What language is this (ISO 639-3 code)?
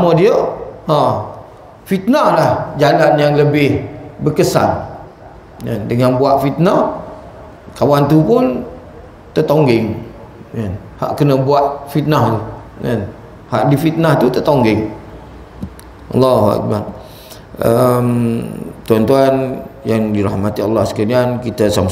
msa